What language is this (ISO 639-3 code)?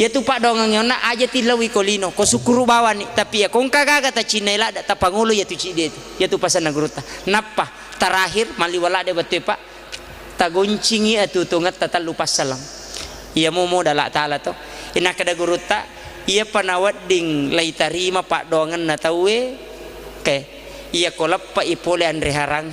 bug